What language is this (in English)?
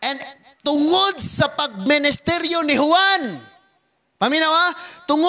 Cebuano